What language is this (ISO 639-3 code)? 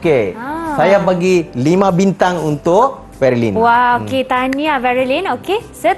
msa